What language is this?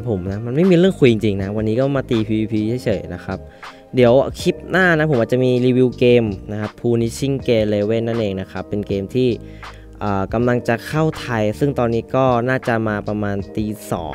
Thai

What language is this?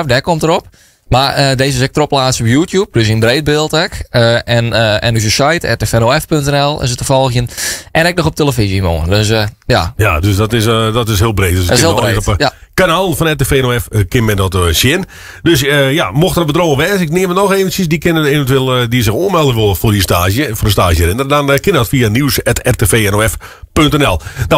Western Frisian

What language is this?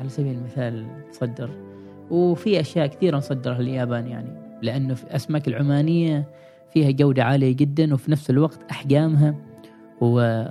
Gulf Arabic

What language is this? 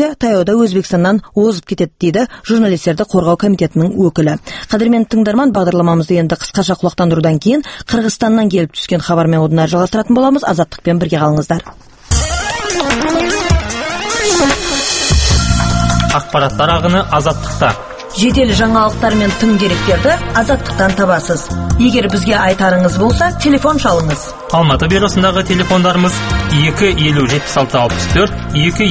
Kazakh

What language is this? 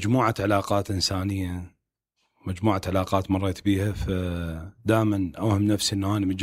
Mesopotamian Arabic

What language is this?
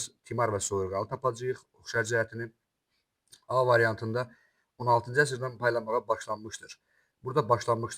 Azerbaijani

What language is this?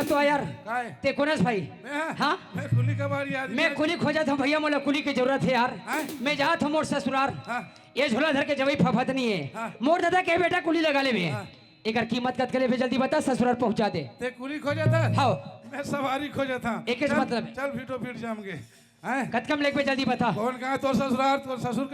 Chhattisgarhi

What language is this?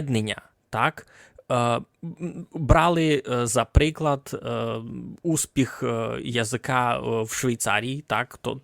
Rusyn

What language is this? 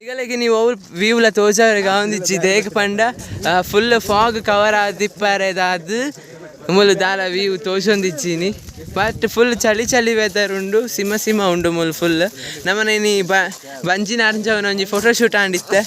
Tulu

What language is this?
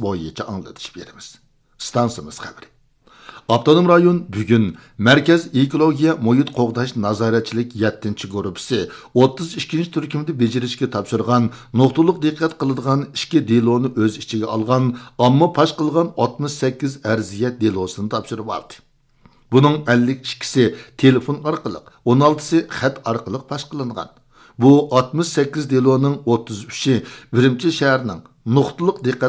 Uyghur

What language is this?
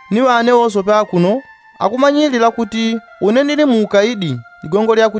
Yao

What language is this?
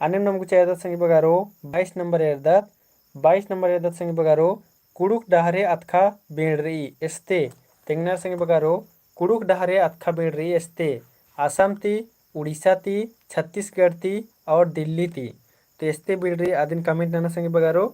Kurukh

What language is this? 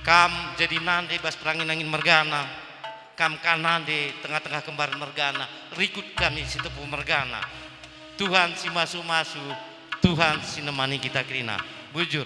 Batak Karo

